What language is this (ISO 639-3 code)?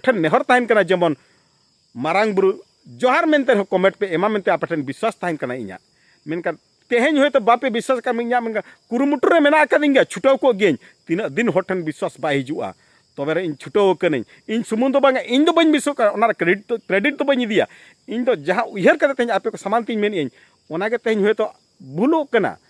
sat